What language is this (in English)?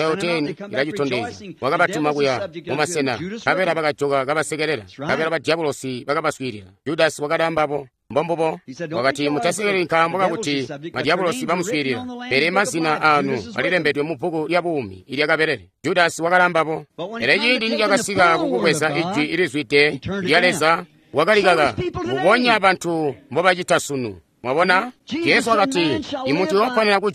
Tonga (Zambia)